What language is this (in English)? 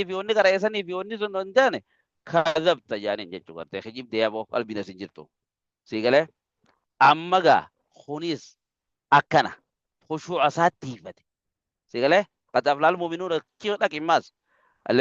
Oromo